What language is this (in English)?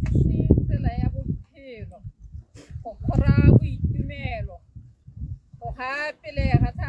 Tswana